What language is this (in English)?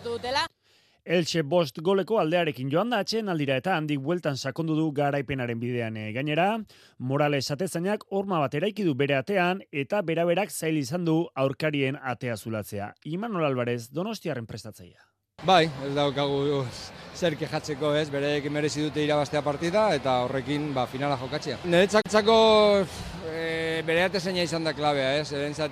Basque